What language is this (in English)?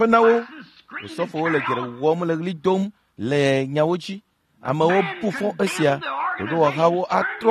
Ewe